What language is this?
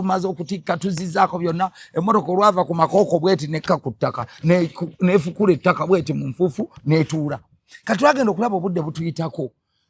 Ganda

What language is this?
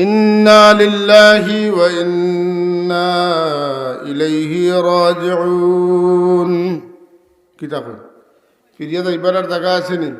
Sylheti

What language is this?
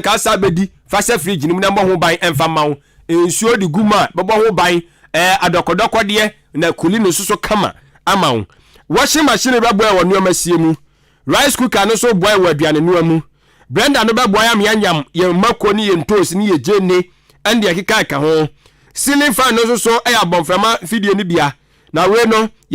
Akan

